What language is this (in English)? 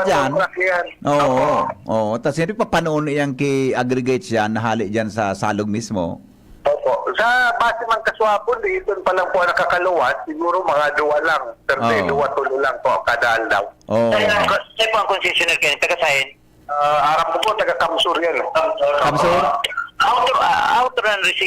Bikol